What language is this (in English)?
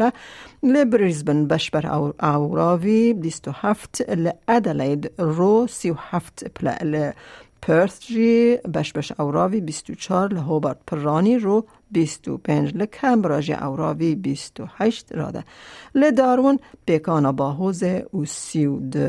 Kurdish